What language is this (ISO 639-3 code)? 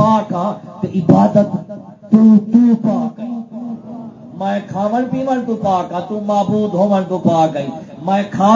skr